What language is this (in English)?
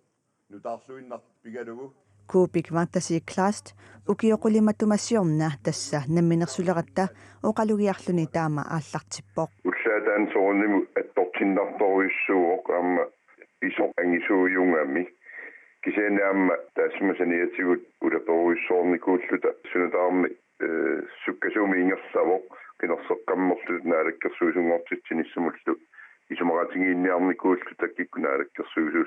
Kalaallisut